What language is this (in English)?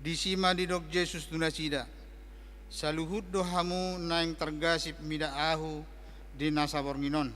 Batak Toba